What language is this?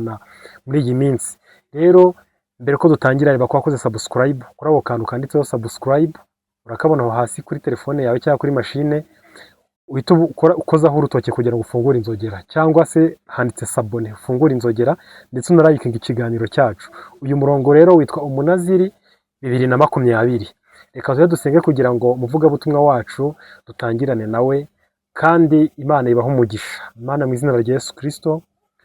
Kinyarwanda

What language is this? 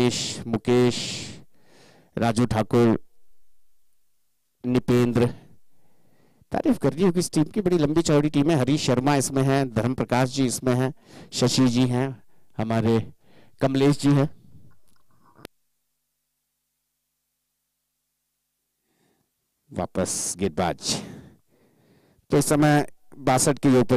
Hindi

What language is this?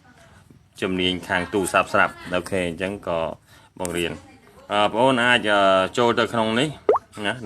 Khmer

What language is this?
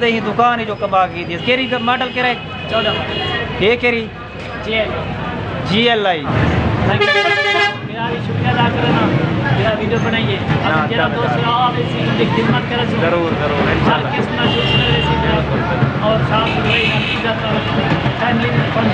Saraiki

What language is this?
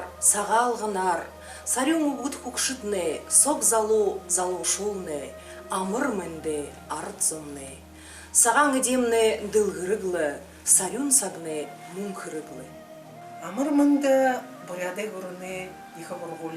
Buriat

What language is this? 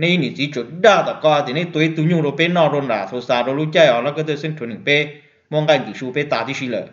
Hmong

